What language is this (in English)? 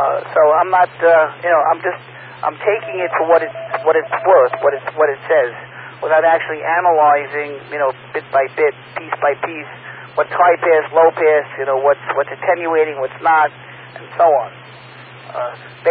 English